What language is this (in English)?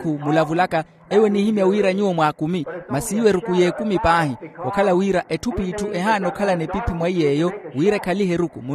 Makhuwa